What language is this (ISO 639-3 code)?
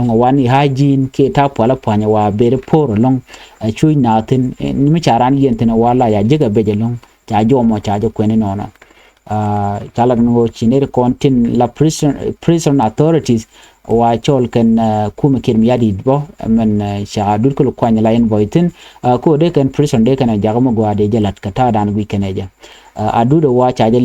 nus